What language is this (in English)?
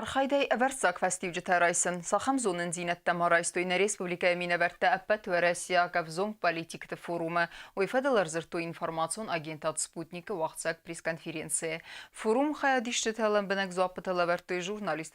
Ossetic